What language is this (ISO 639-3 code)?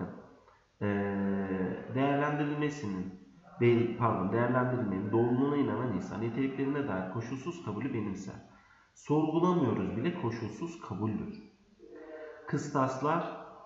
tur